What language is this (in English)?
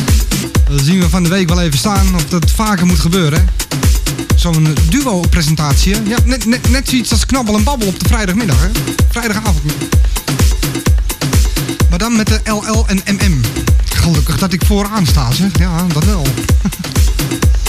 Dutch